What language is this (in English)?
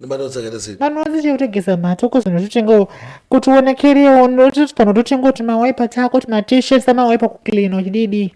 Shona